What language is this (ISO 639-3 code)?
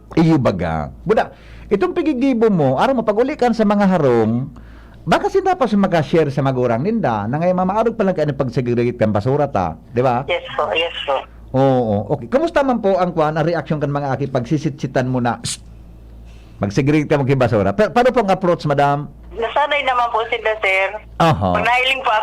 bik